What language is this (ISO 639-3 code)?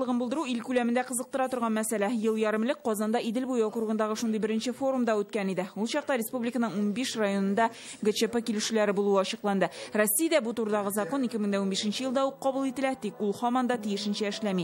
tat